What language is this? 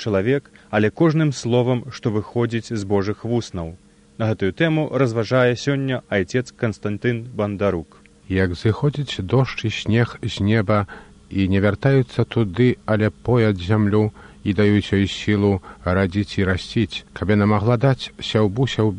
Belarusian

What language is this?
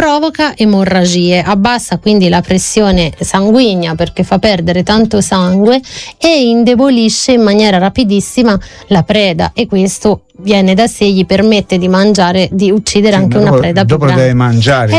Italian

